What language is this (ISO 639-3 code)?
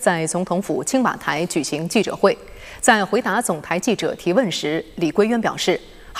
zho